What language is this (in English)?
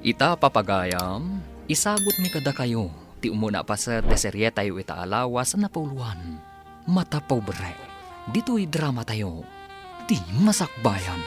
Iloko